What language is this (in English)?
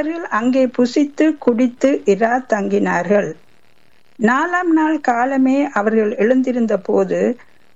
Tamil